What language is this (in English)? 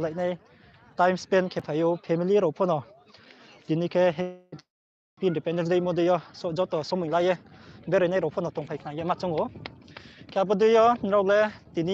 Riang (India)